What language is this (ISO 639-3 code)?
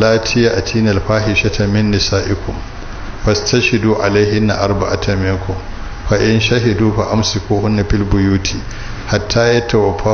hau